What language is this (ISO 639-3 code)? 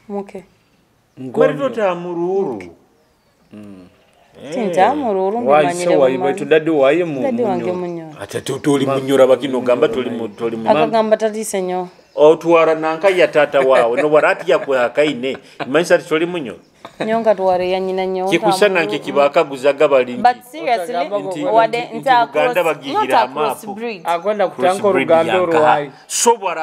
nyo